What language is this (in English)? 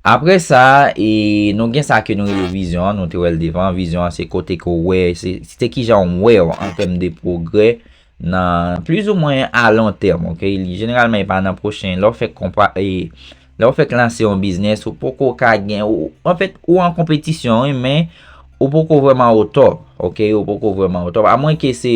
Haitian Creole